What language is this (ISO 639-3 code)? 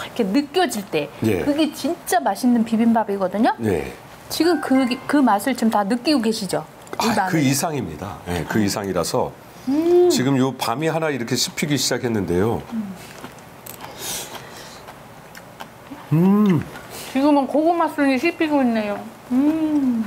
kor